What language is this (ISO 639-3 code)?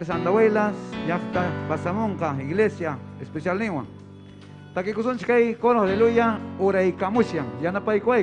quy